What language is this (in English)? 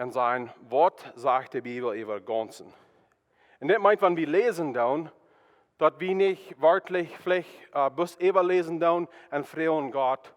Plautdietsch